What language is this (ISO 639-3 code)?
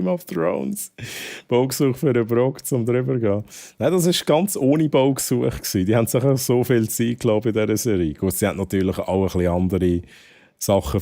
gsw